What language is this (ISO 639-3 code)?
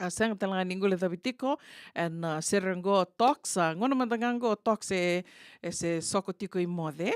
fij